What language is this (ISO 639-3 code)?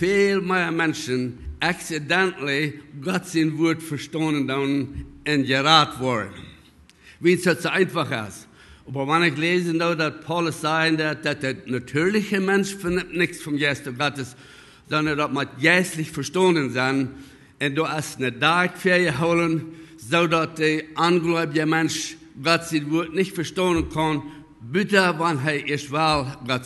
pdt